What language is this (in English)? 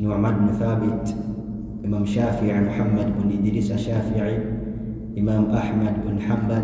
Ganda